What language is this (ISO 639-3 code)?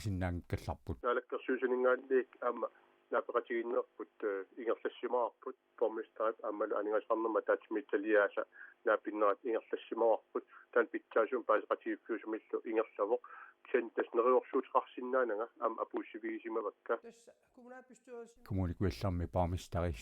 kal